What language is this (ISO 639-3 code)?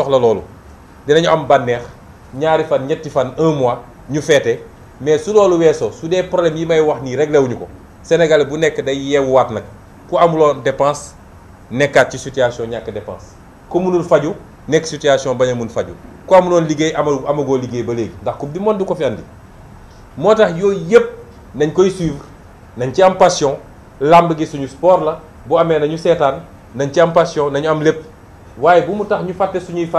wol